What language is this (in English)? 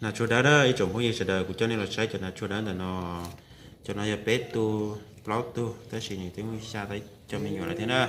Hmong